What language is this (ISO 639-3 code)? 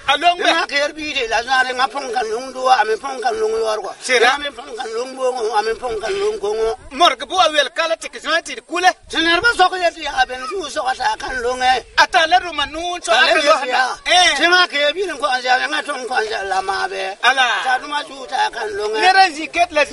gur